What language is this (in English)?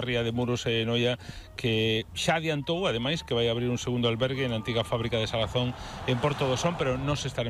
Galician